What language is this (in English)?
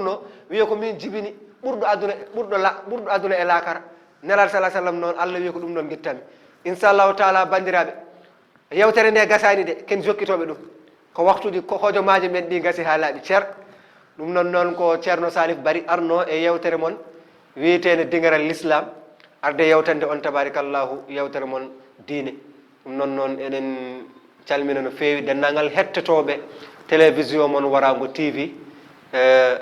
Fula